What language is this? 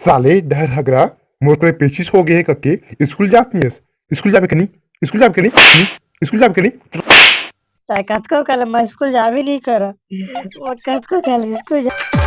Chhattisgarhi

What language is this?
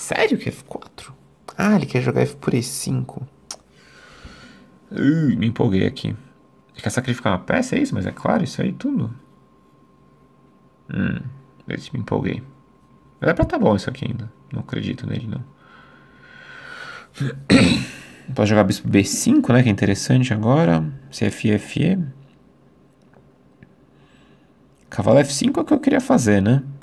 Portuguese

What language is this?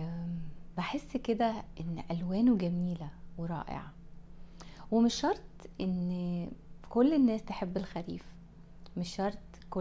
Egyptian Arabic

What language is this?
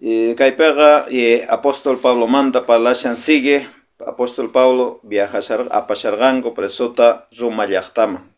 South Bolivian Quechua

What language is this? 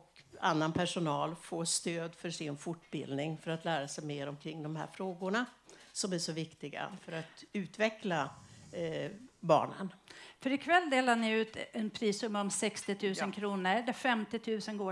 Swedish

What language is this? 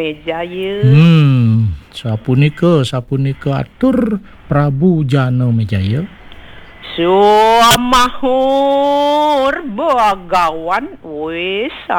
Balinese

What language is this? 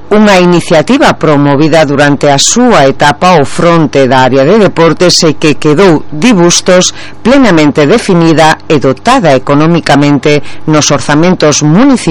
Galician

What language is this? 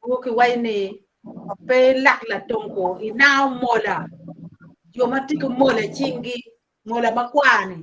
Acoli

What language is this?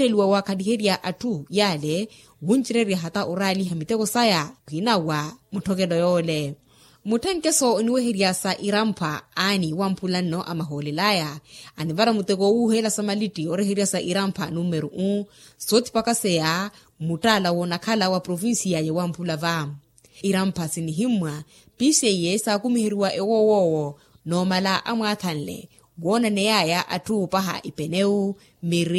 Makhuwa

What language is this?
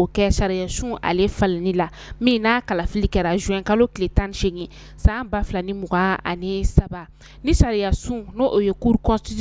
Bambara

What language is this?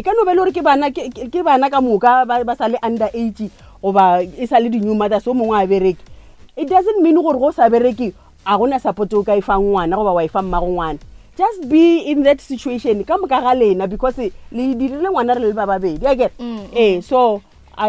Northern Sotho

